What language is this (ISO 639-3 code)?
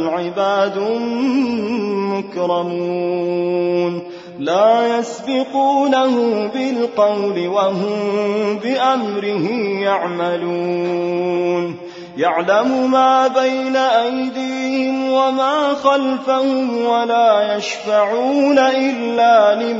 ara